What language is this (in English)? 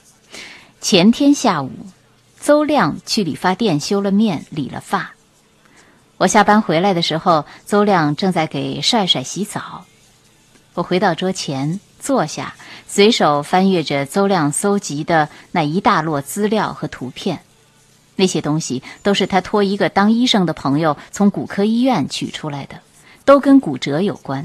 Chinese